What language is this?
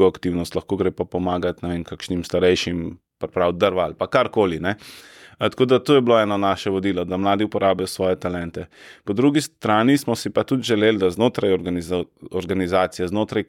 Slovenian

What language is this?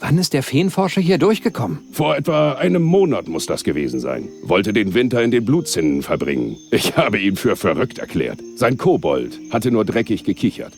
Bavarian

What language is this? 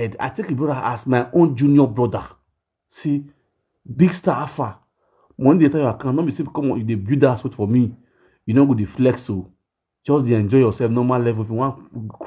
Nigerian Pidgin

